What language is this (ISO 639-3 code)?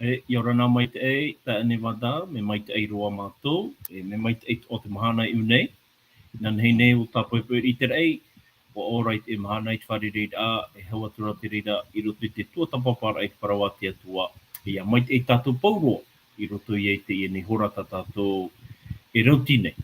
tah